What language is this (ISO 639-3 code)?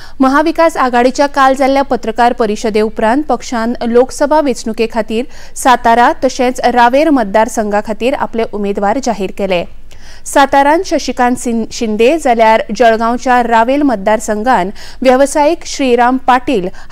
kok